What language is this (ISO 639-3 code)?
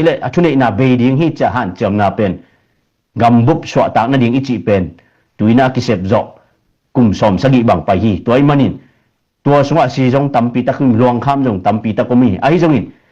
ctd